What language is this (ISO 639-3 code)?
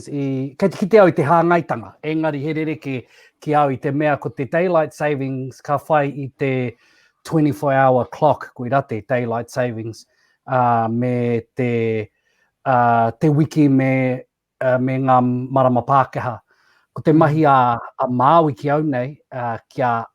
mri